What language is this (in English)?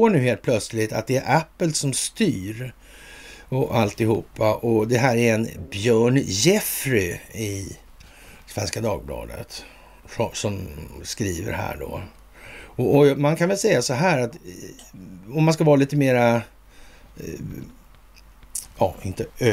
Swedish